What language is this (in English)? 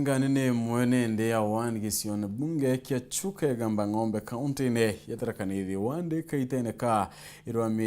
Meru